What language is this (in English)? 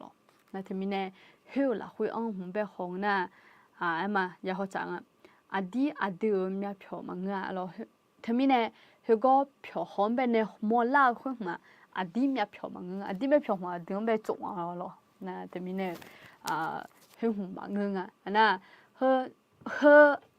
Akha